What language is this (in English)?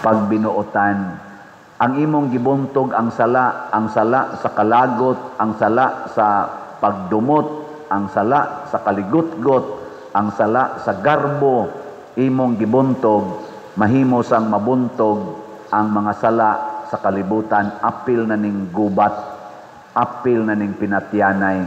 Cebuano